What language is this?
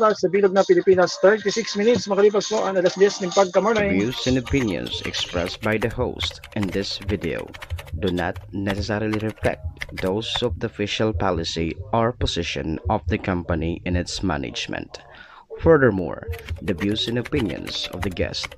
Bikol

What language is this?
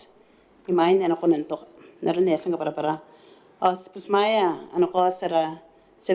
Gilbertese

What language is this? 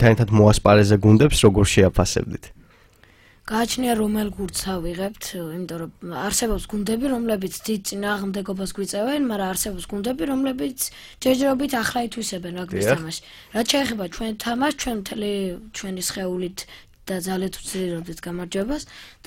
Georgian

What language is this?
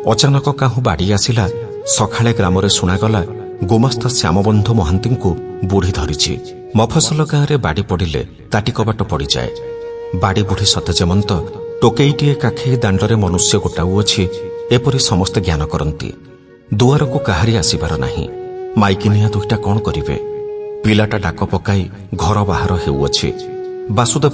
Odia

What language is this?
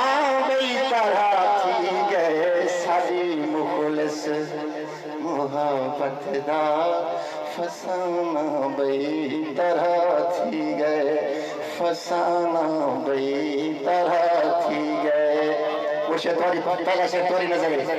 Saraiki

